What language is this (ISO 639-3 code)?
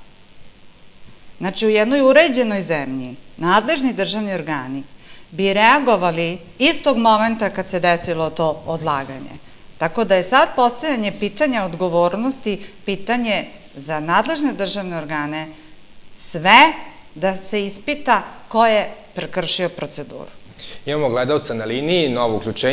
srp